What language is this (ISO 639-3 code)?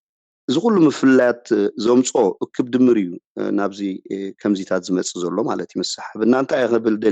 tir